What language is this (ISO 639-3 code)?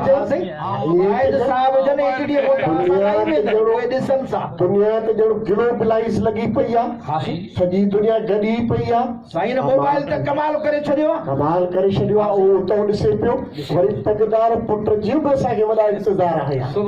snd